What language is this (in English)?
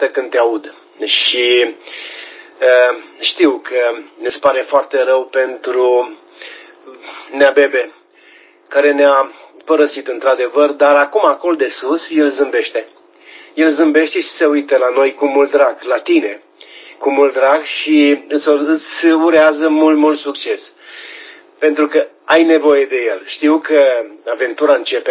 Romanian